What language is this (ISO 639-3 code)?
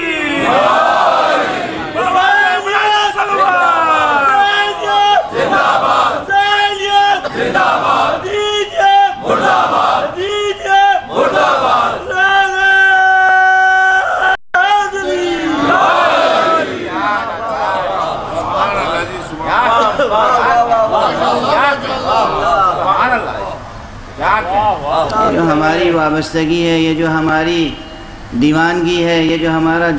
urd